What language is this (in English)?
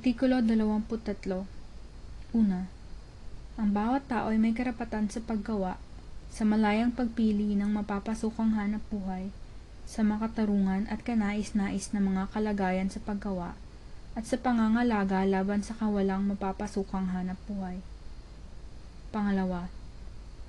Filipino